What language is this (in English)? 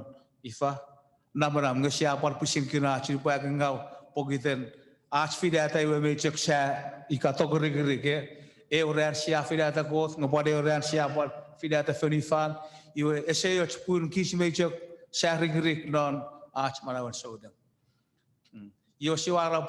Chuukese